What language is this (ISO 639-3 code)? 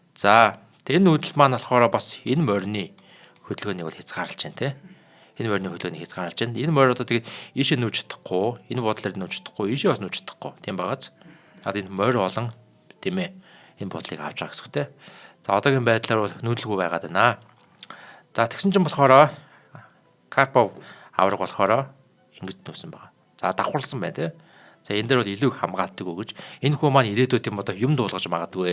mon